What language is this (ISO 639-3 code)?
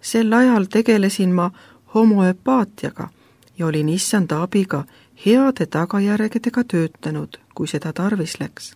est